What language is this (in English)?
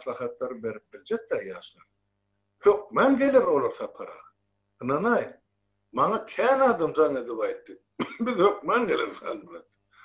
Turkmen